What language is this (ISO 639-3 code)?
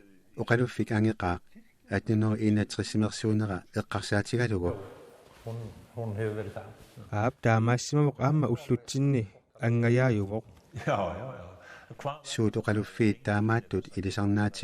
kal